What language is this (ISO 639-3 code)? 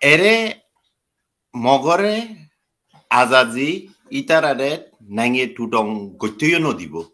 rhg